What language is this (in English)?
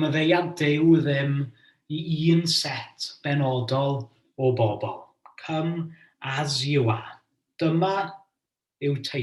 Welsh